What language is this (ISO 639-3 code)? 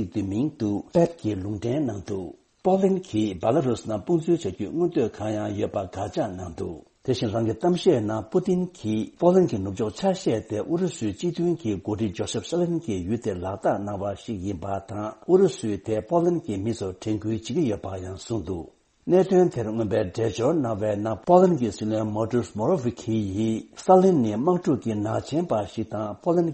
bod